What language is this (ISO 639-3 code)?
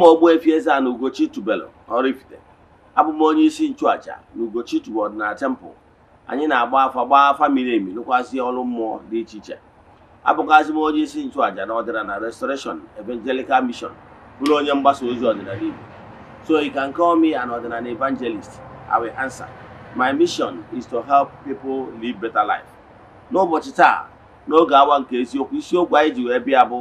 ibo